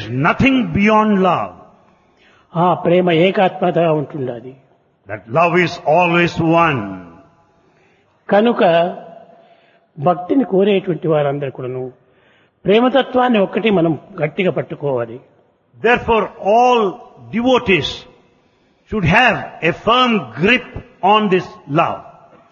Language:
Telugu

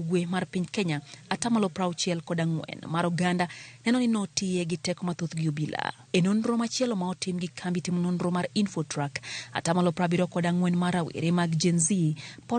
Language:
Luo (Kenya and Tanzania)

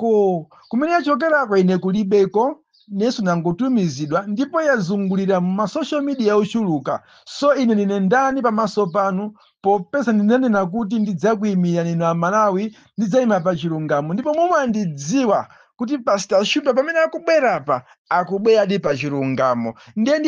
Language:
Nyanja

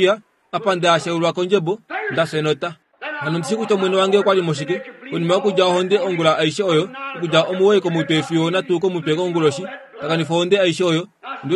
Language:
Kuanyama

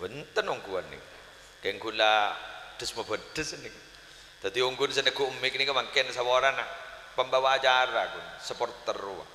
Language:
Madurese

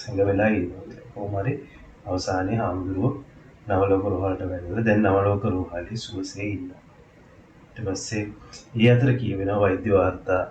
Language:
Sinhala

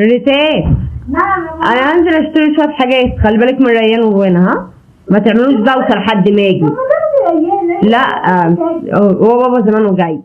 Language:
Egyptian Arabic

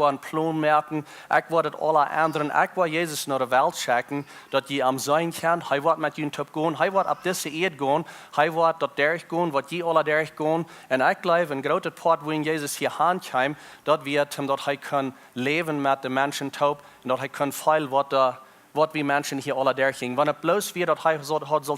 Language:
Plautdietsch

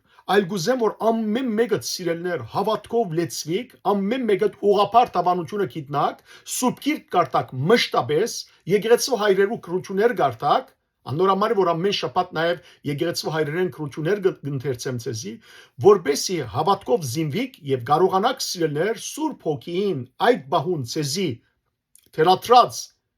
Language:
Western Armenian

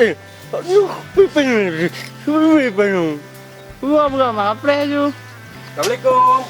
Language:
Achinese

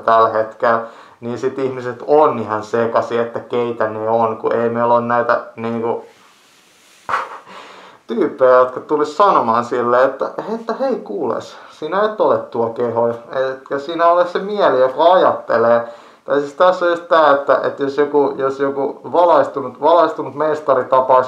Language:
Finnish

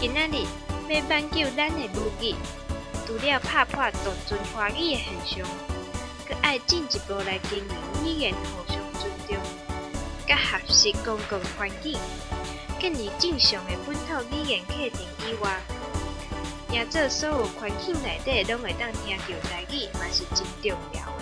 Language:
Min Nan Chinese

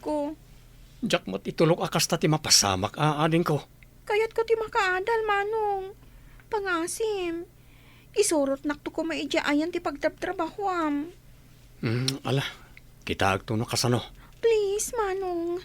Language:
Iloko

